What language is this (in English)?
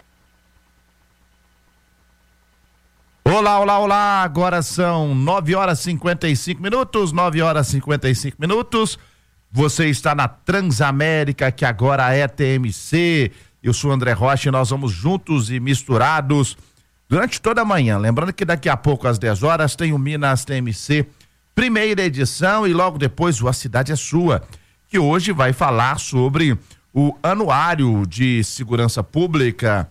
Portuguese